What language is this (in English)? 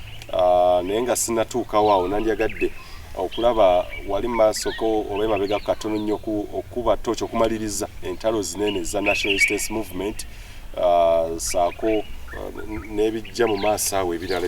Ganda